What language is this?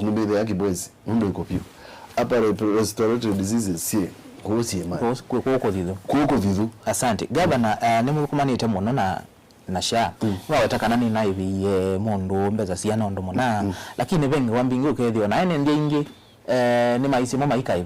Kamba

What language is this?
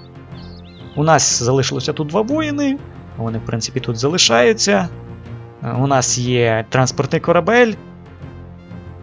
Ukrainian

